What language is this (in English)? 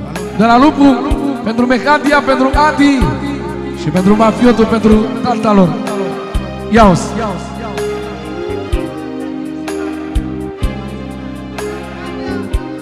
Romanian